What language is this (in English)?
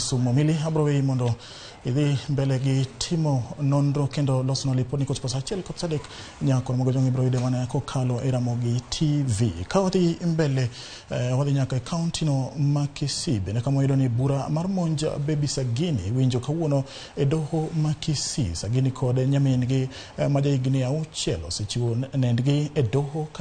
Luo (Kenya and Tanzania)